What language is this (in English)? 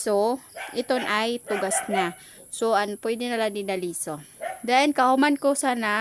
Waray